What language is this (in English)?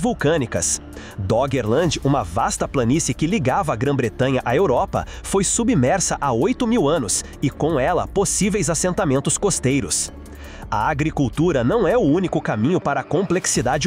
Portuguese